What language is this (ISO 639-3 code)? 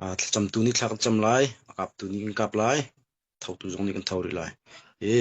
cnh